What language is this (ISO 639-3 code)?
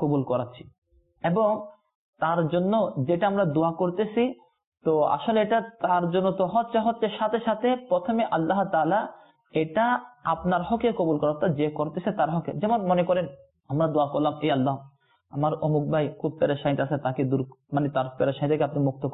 ben